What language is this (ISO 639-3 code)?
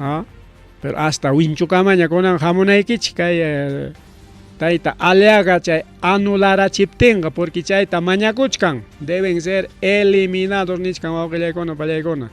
quy